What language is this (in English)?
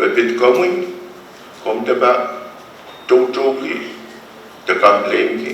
Pohnpeian